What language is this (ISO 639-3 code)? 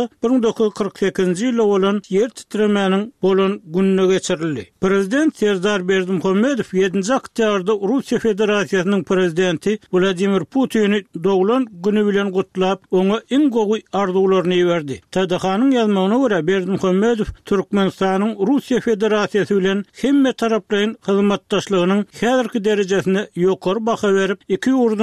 kir